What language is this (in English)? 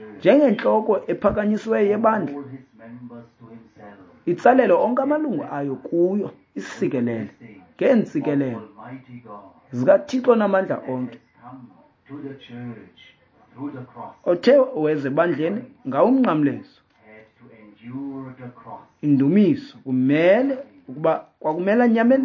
Xhosa